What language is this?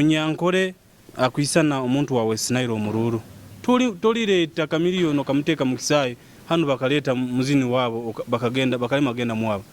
Nyoro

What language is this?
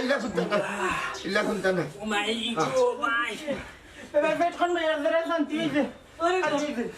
Sylheti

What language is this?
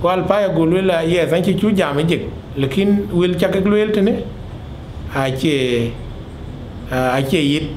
Dinka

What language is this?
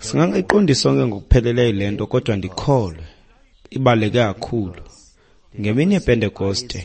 Xhosa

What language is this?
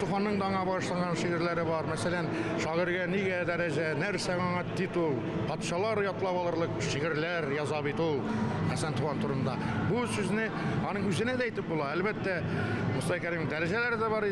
Tatar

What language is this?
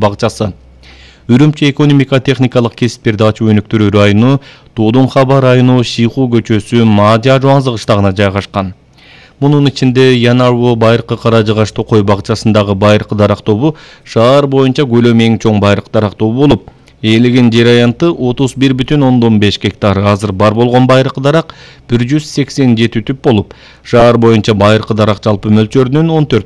Kyrgyz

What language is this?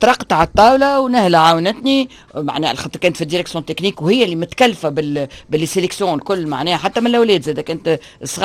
Tunisian Arabic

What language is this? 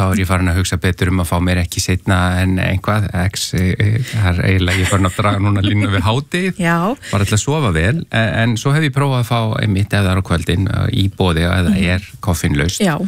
Icelandic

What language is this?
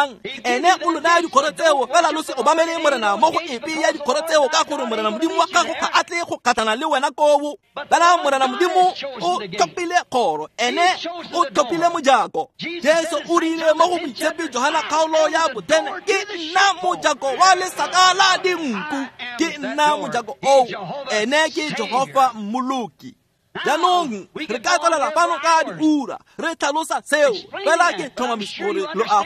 Tswana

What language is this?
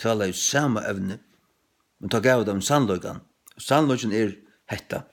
Faroese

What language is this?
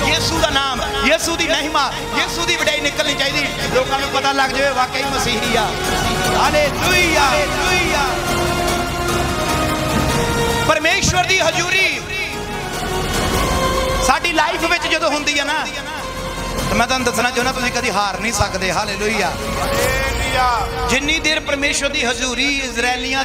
Punjabi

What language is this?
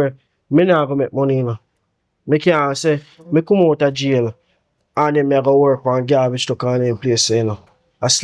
Jamaican Creole English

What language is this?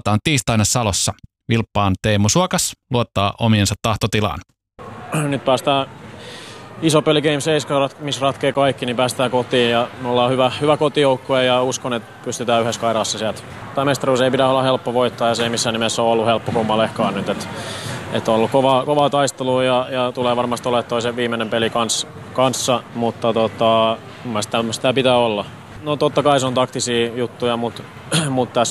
Finnish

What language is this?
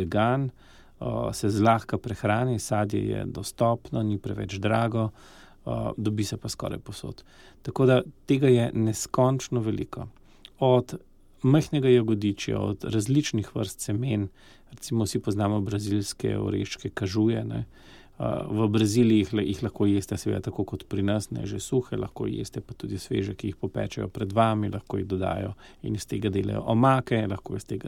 Slovenian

